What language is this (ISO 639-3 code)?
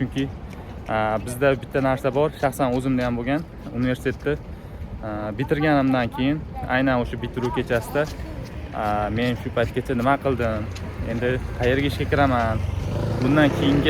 uzb